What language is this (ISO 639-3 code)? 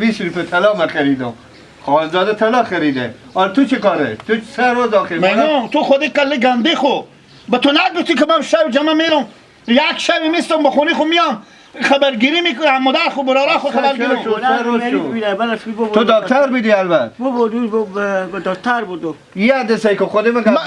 fas